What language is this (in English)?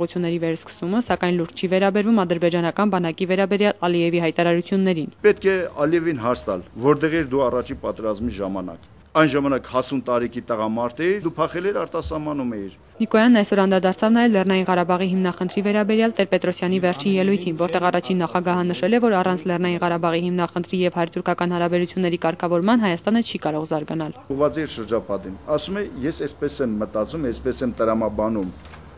Armenian